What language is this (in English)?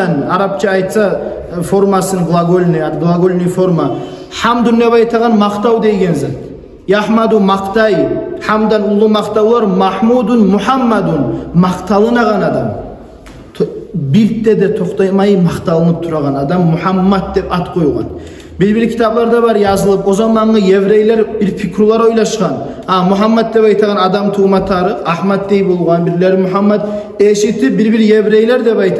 Kumyk